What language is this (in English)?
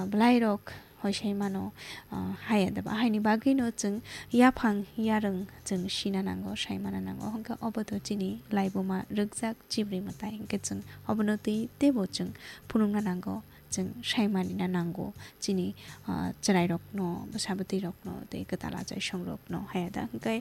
Kok Borok